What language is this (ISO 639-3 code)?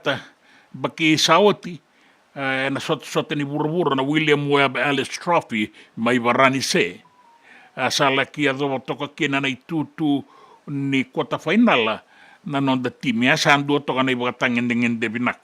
fij